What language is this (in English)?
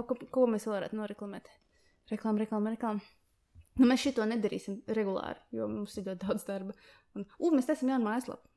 Latvian